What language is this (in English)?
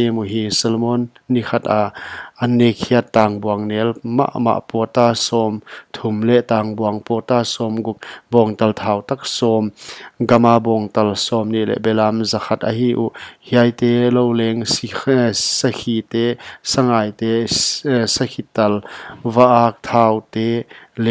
Paite Chin